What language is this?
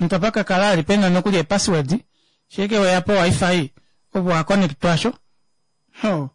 Kuanyama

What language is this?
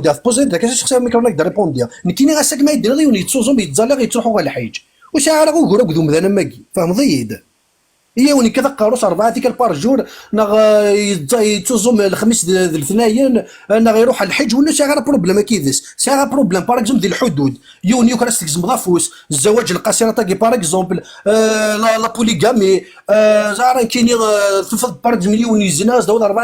Kabyle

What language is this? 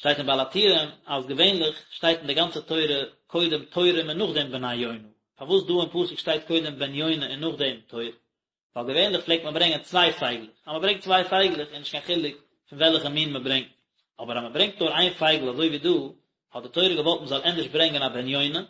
Yiddish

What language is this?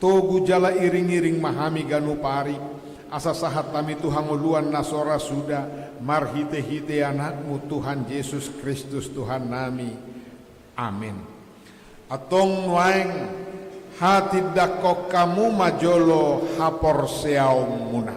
Batak Toba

